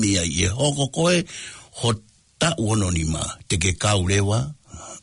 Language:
Tongan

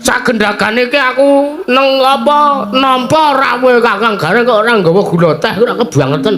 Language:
Javanese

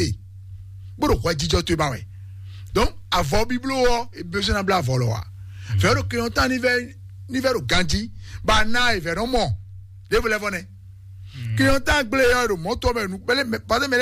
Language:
Fon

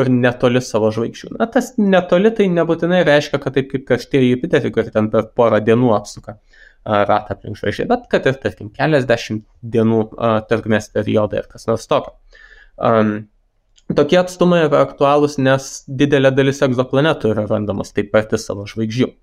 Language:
Lithuanian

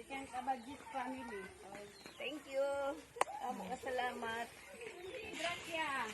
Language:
Waray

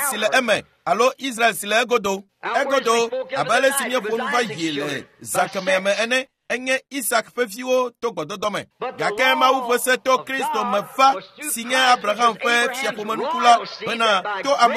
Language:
Ewe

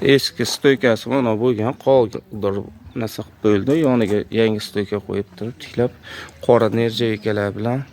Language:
Uzbek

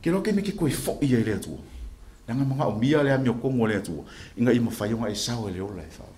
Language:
Samoan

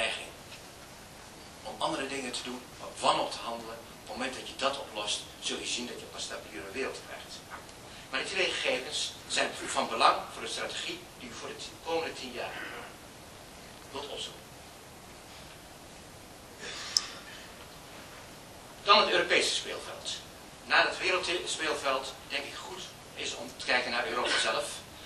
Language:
Dutch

